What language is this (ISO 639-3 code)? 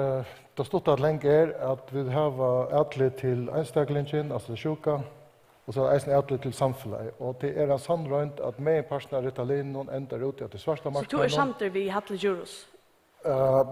fao